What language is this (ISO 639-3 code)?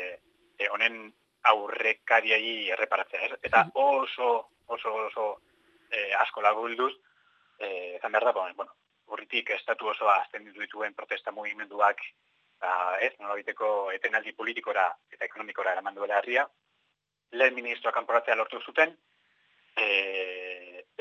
eus